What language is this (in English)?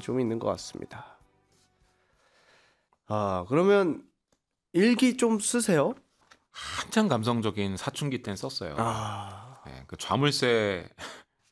Korean